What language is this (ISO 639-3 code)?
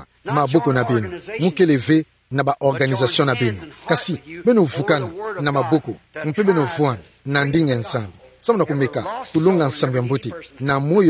ktu